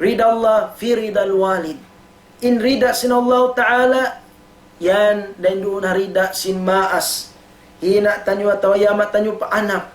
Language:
Tausug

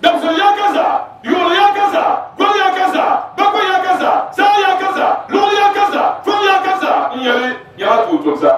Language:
Dagbani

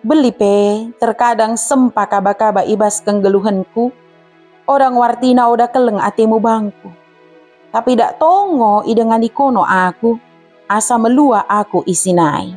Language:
Batak Dairi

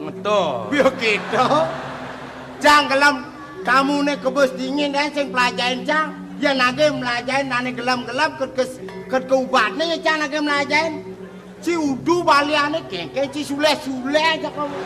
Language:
Balinese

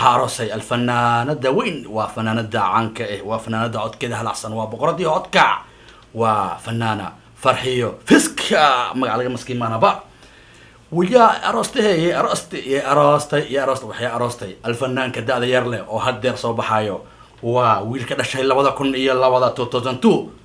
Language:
Somali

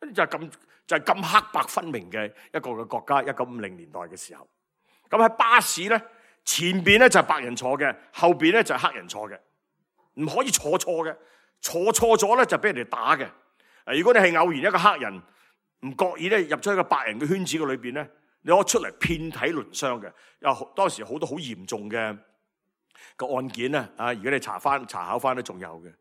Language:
Cantonese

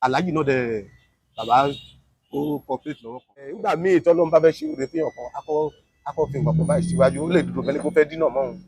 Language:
Yoruba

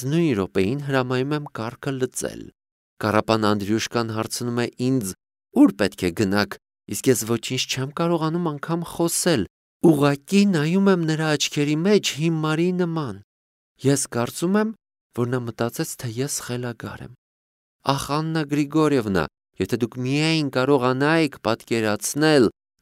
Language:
Armenian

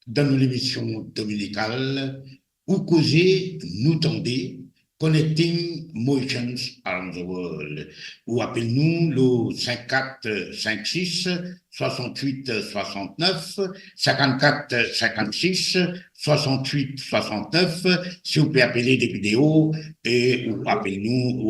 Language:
Morisyen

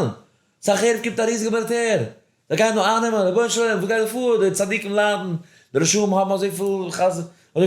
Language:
Yiddish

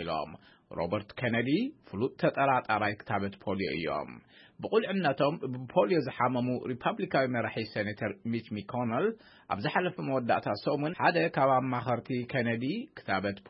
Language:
Tigrinya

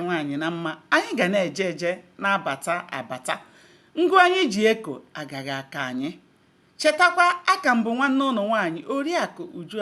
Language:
Igbo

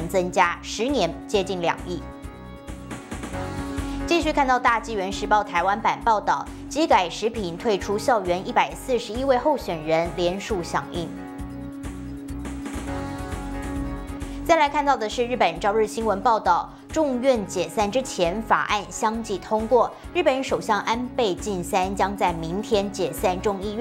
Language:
Chinese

